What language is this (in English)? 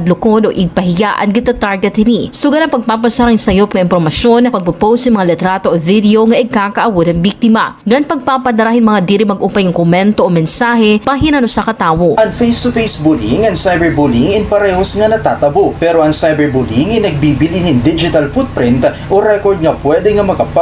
Waray